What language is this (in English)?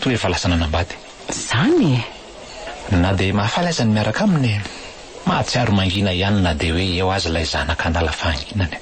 Malagasy